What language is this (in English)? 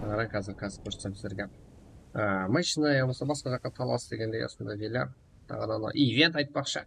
Kara-Kalpak